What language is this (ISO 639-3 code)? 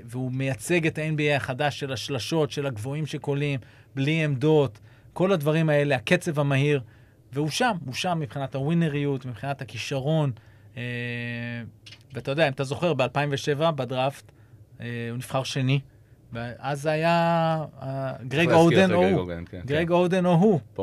heb